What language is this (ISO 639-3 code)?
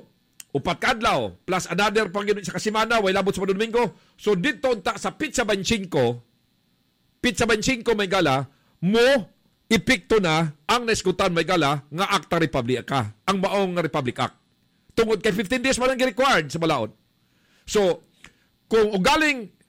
ceb